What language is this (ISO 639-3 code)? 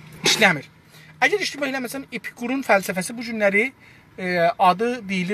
azb